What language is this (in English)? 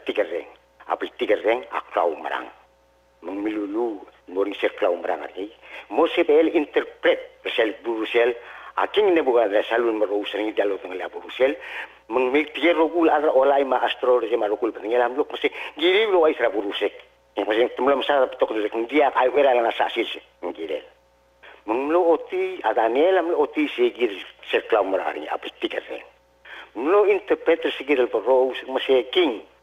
Palauan